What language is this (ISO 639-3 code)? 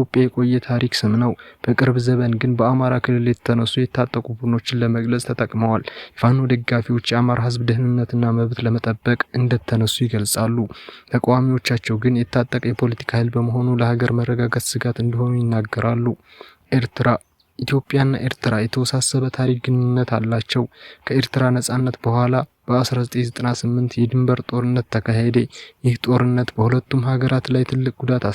amh